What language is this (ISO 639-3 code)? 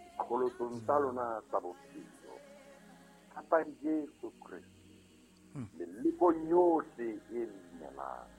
sot